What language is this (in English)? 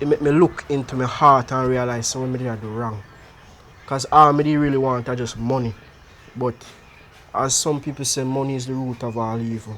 Jamaican Creole English